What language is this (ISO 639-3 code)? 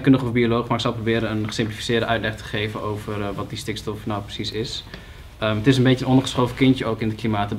nld